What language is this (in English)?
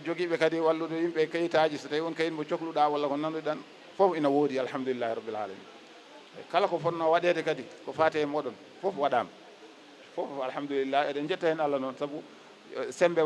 Fula